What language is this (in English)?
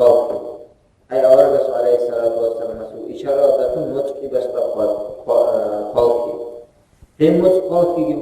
Avaric